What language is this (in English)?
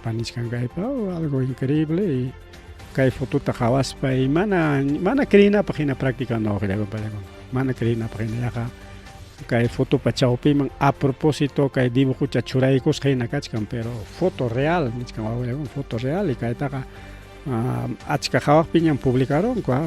Ayacucho Quechua